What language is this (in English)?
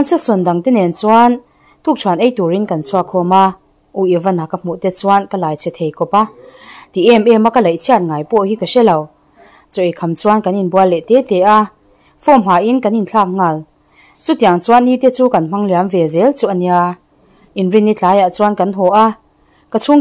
Mizo